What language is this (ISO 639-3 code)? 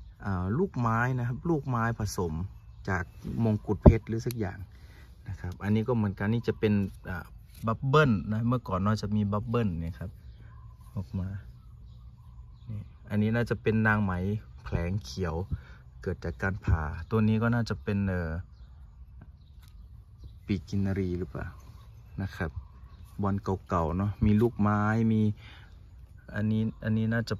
tha